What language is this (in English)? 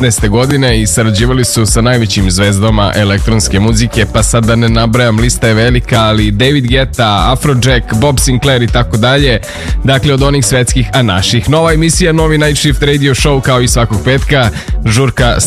Serbian